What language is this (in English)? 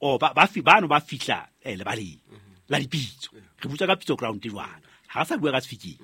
Southern Sotho